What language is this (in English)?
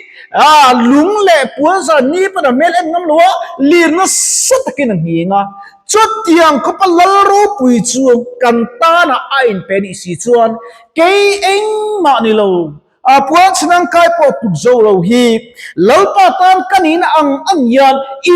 Mizo